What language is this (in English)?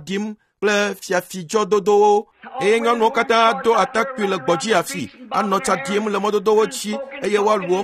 Ewe